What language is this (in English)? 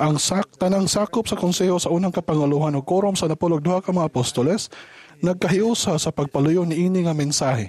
Cebuano